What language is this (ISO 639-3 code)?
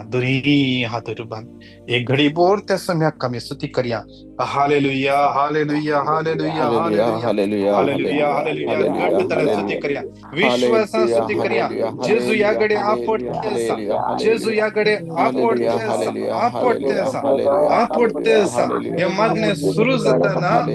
kok